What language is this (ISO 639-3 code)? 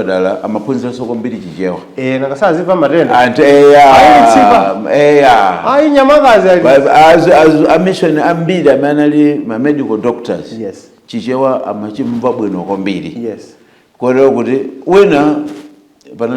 nya